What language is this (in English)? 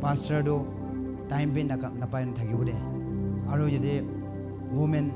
Naga Pidgin